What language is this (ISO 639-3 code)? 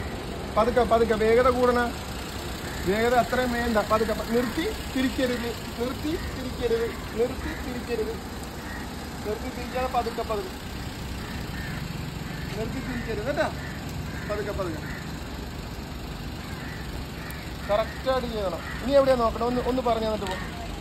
mal